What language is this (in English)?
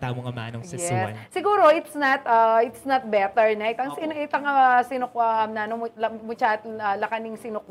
Pampanga